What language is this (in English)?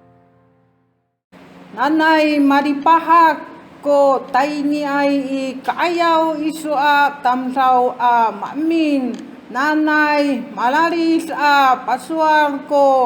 Amis